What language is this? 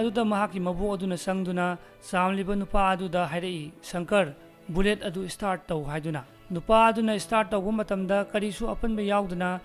Manipuri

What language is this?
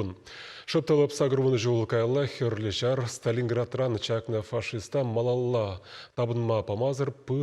Chuvash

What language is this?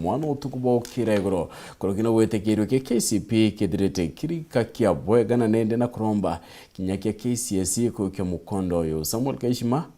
Meru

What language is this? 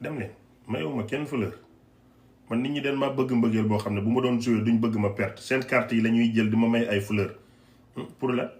Wolof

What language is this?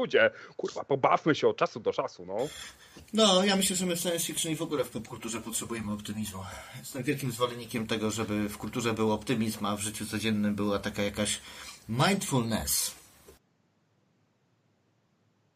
Polish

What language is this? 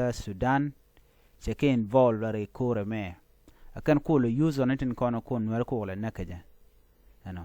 Nuer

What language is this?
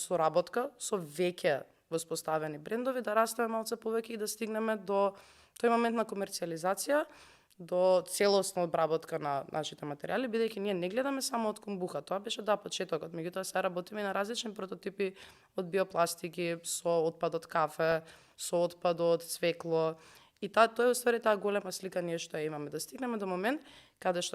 Macedonian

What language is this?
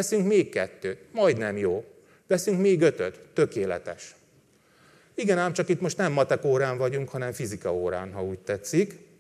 Hungarian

